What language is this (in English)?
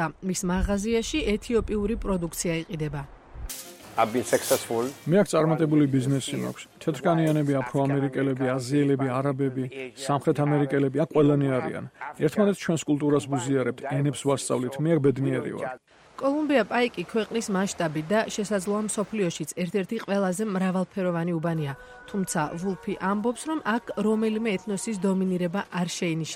Georgian